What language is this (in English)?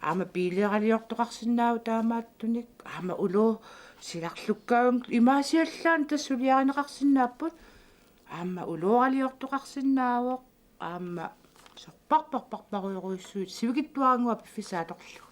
Kalaallisut